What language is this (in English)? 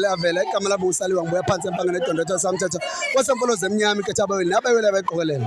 Zulu